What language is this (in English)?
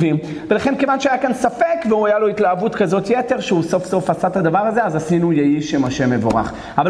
Hebrew